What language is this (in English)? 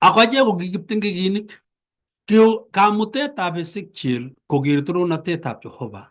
Kalenjin